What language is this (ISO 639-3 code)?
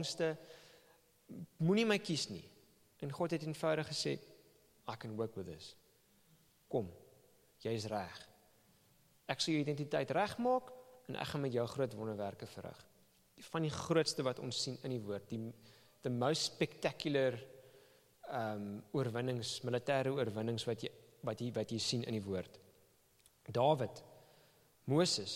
afr